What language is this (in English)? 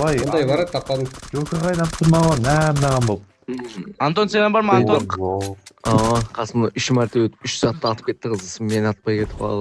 Kara-Kalpak